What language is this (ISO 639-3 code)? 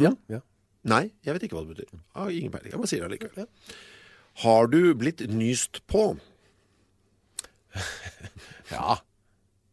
nor